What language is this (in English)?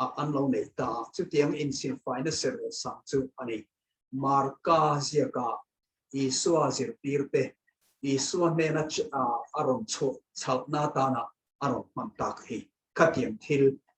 Mizo